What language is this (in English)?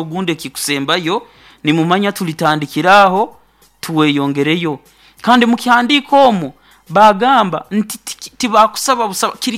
Nyoro